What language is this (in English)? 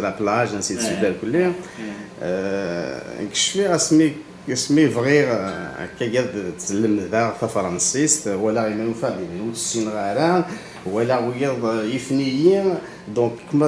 Kabyle